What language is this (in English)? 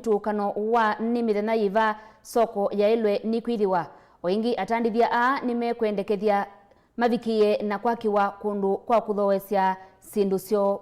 Kamba